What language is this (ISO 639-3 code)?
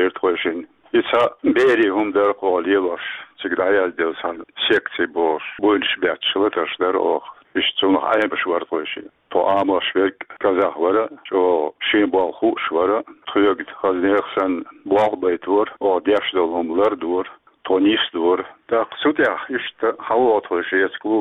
che